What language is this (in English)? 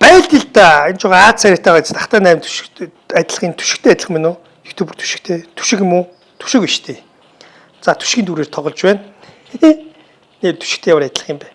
Mongolian